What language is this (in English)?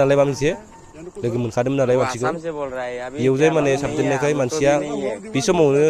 Bodo